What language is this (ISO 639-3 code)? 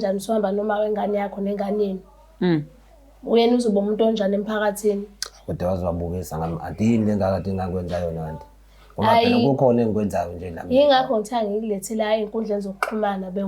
zul